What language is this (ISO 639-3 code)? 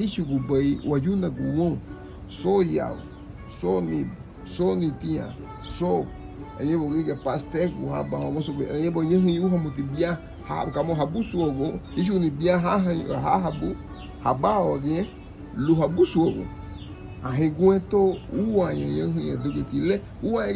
cab